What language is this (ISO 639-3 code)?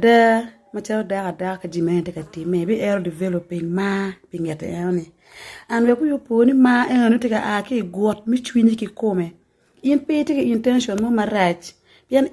ach